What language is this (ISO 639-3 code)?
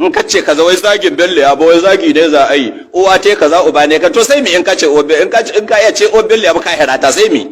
hau